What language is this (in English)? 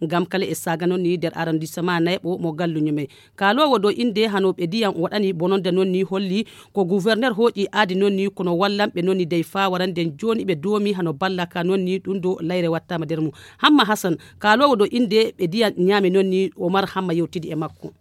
Fula